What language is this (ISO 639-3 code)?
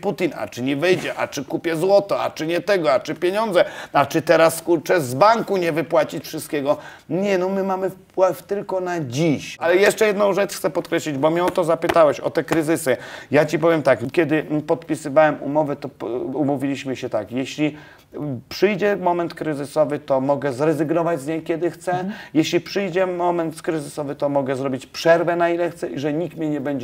pol